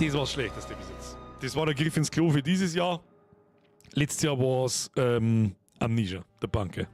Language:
Bavarian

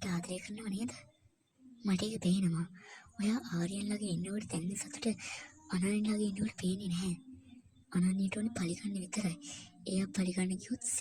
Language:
Sinhala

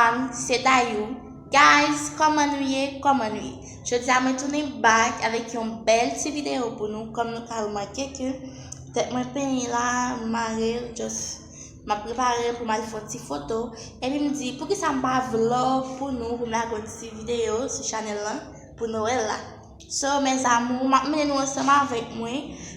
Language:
Haitian Creole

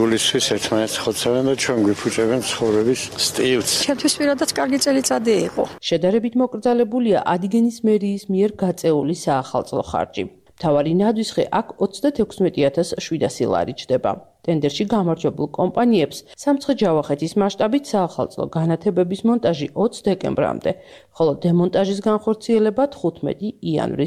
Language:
Georgian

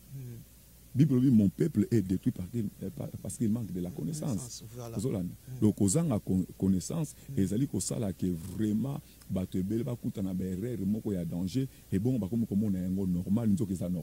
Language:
Lingala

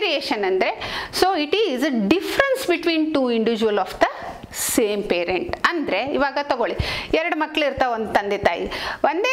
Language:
Kannada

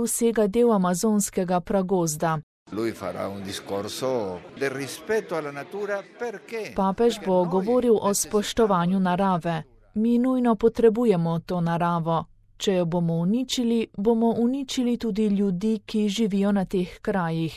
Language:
Slovenian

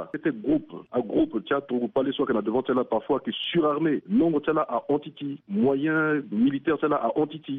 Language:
Sango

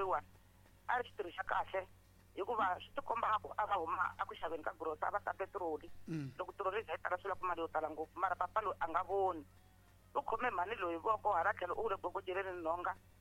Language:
Tsonga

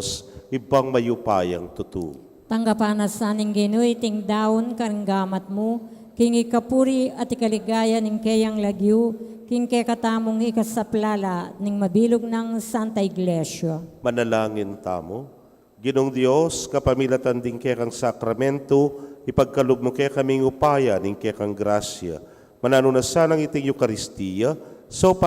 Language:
Pampanga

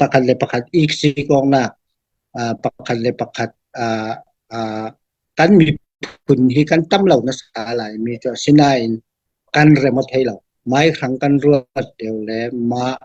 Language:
Falam Chin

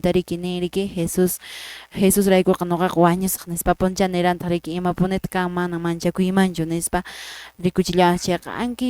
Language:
Quechua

